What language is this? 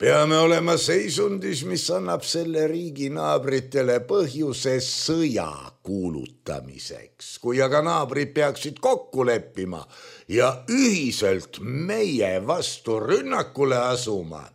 Estonian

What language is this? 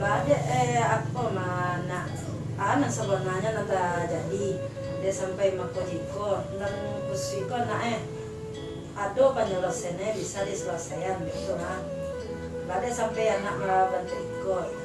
Minangkabau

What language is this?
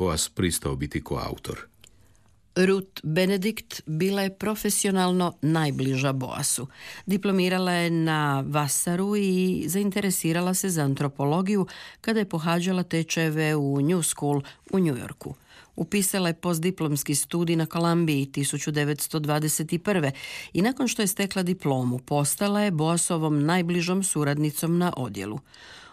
Croatian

